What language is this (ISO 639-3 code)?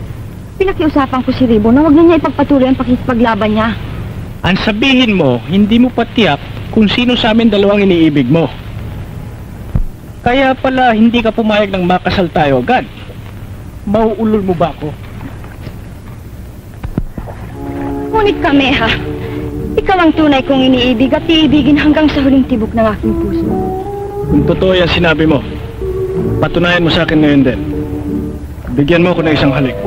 fil